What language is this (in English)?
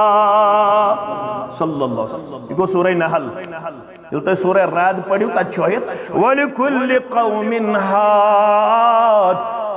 Kashmiri